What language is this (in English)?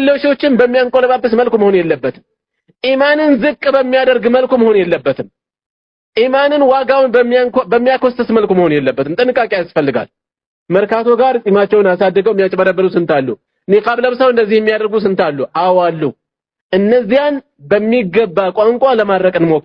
Amharic